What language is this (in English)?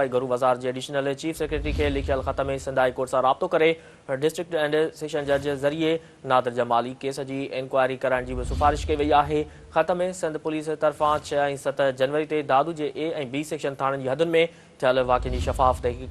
Sindhi